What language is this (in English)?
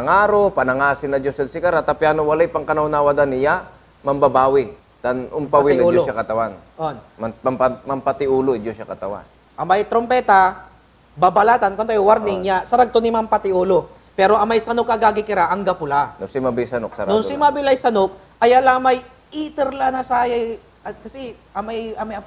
Pangasinan